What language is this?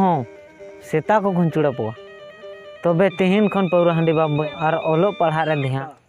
Santali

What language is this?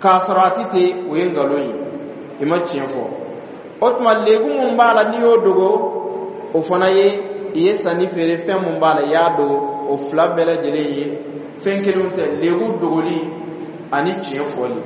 Dyula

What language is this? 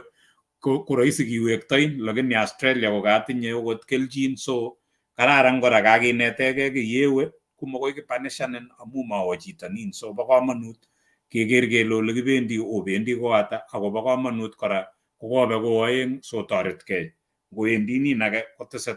Kalenjin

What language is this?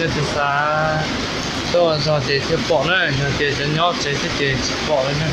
Hmong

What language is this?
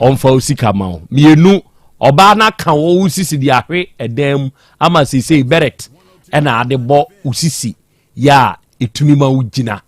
Akan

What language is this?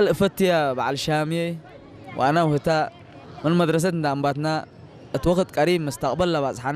Tigre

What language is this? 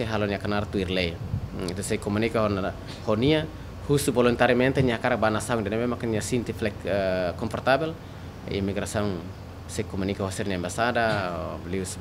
Tetum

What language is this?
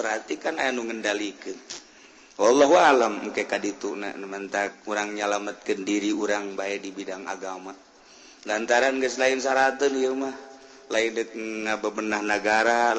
Sundanese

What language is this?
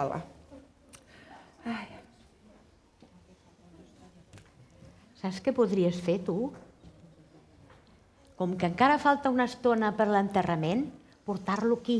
Catalan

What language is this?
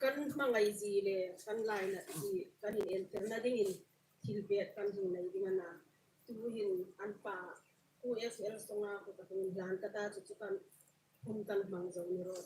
Hmar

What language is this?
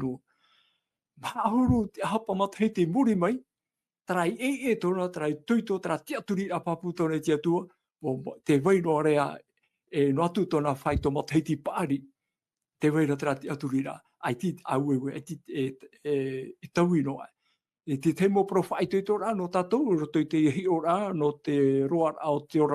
Tahitian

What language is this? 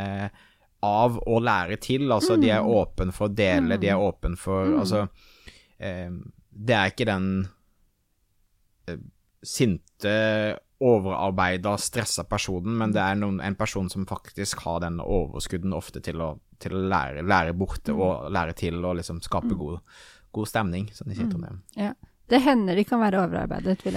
Norwegian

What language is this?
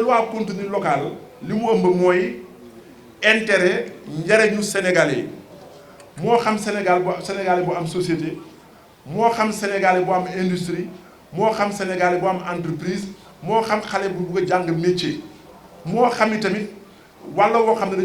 Wolof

